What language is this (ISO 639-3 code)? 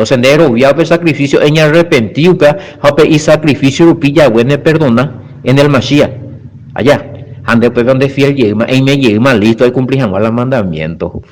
grn